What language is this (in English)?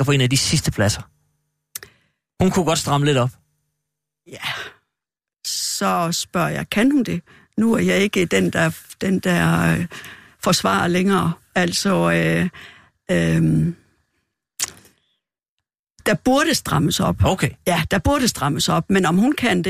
Danish